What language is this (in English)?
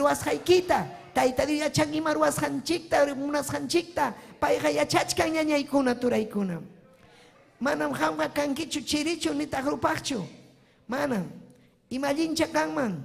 Ayacucho Quechua